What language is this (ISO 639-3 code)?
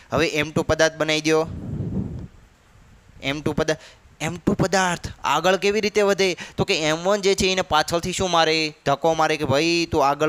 guj